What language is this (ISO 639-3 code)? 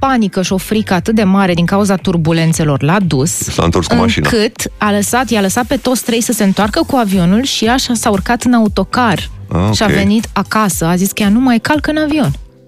ron